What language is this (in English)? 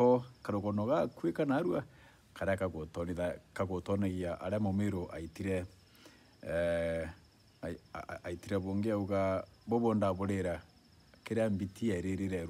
Meru